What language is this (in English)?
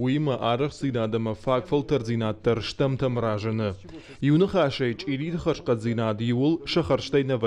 Ossetic